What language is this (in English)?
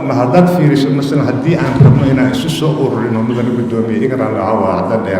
Somali